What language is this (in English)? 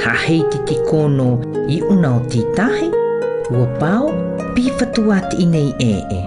South Marquesan